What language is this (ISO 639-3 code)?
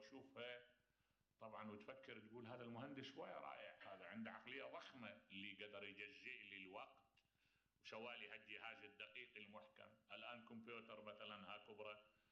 acm